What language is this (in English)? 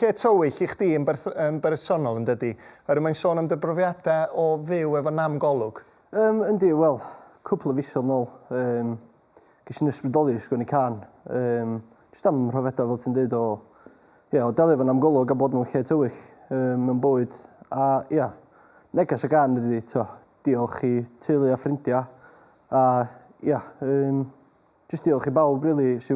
Welsh